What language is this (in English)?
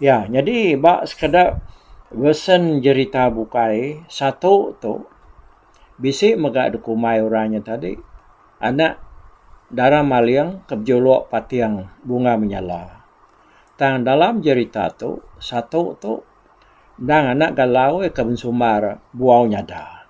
Iban